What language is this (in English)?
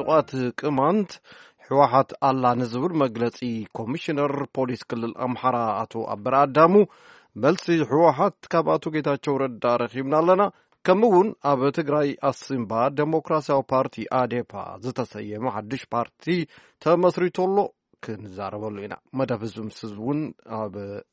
Tigrinya